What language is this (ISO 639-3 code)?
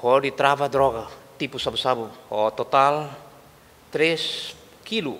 tet